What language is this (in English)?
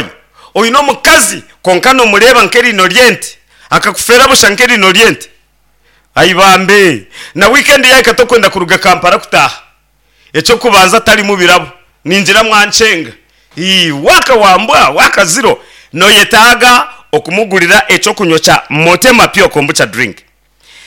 Nyankole